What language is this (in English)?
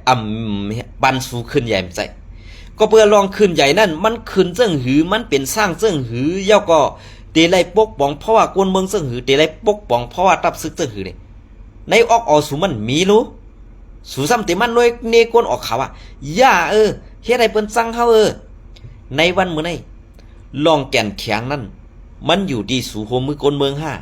Shan